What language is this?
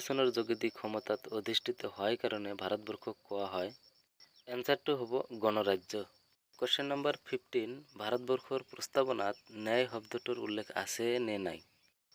Assamese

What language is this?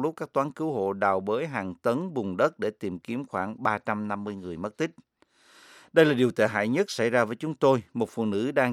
Vietnamese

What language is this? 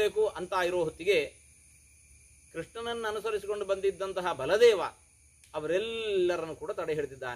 Kannada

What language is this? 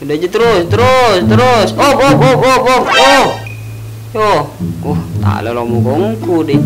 Madurese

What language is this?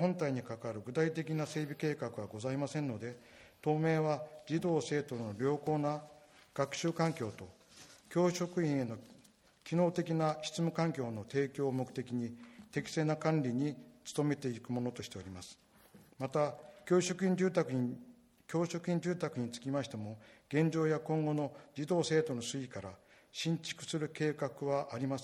Japanese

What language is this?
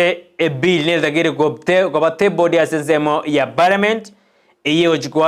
Gusii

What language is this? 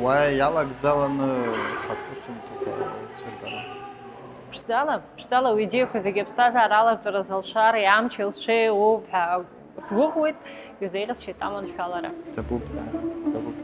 Abkhazian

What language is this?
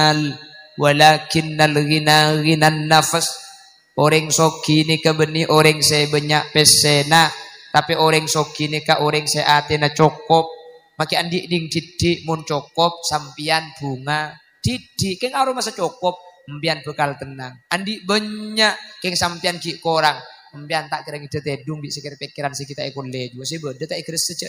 Madurese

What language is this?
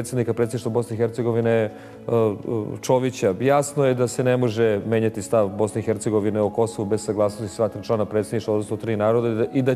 Serbian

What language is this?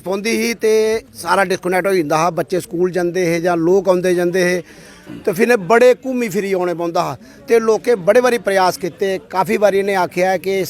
Dogri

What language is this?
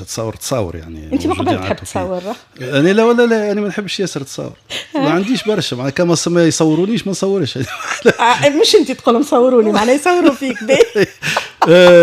Tunisian Arabic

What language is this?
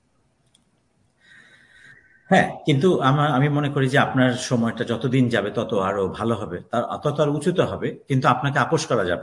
Bangla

